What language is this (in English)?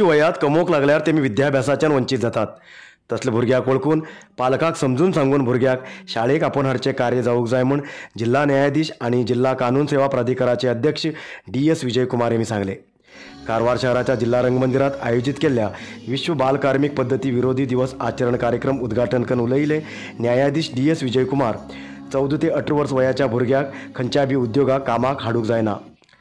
Konkani